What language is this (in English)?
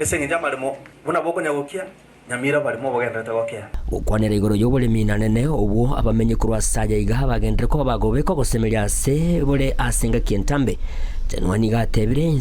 Gusii